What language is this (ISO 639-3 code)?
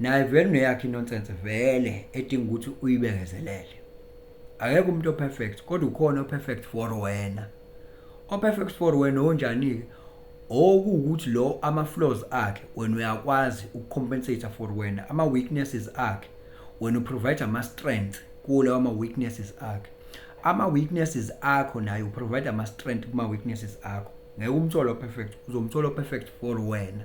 zul